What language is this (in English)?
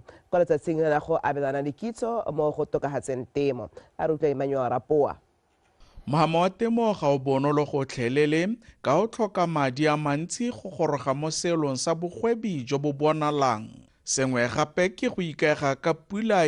Tswana